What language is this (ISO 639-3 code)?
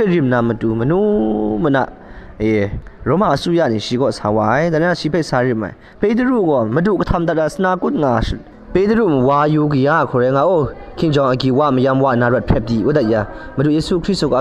kac